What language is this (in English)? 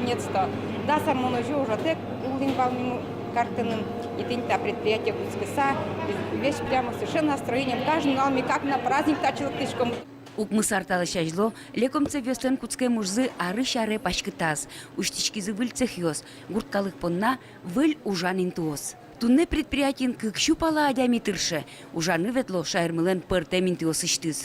Udmurt